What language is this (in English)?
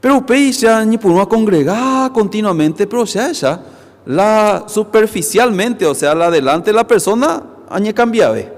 Guarani